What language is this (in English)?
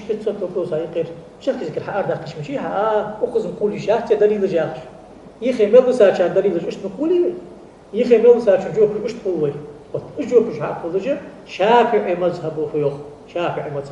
Ingush